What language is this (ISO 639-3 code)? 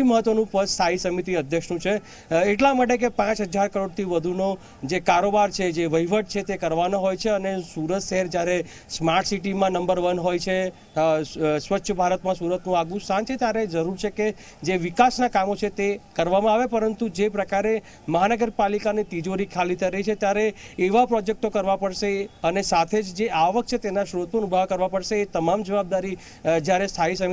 guj